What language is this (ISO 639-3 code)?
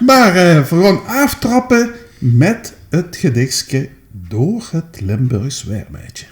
lim